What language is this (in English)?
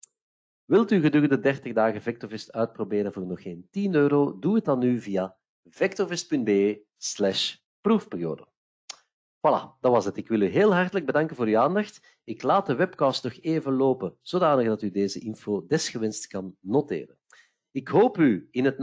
Dutch